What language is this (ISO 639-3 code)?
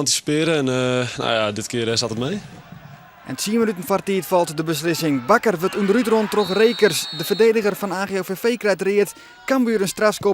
fry